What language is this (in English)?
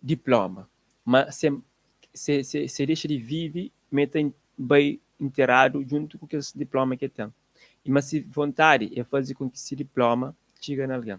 Kabuverdianu